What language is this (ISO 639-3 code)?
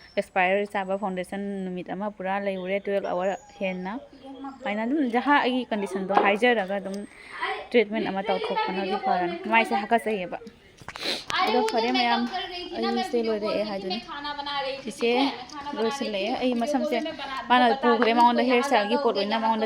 mni